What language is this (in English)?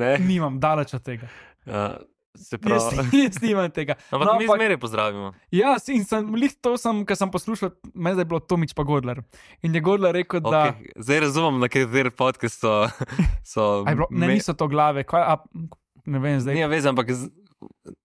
Slovenian